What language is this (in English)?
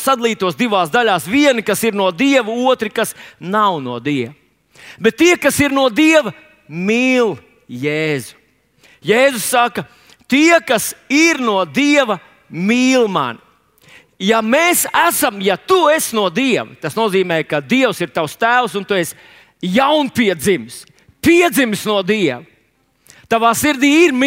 Latvian